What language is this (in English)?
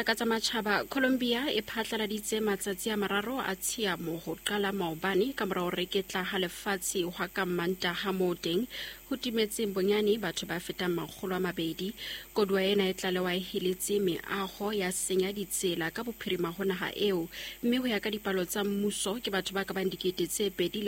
Southern Sotho